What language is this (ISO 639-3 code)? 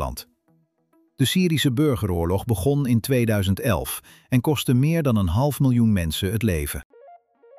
nld